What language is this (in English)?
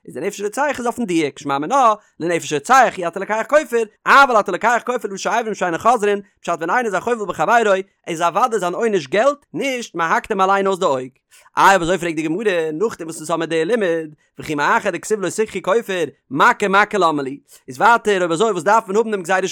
Yiddish